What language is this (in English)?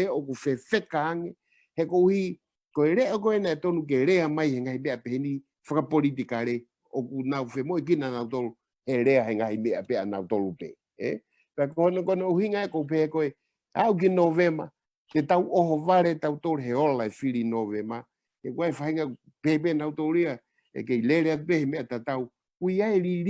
Tongan